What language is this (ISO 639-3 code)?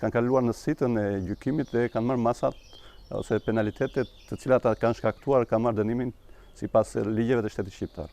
sqi